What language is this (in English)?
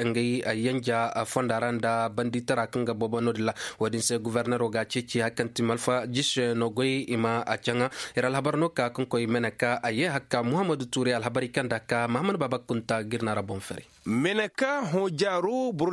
Koyraboro Senni